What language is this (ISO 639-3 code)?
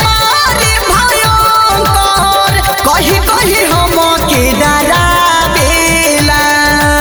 bho